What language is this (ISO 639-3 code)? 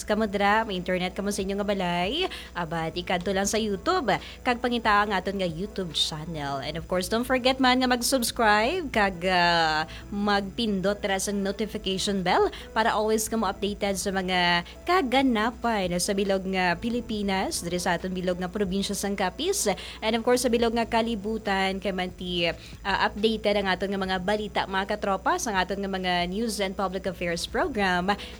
hil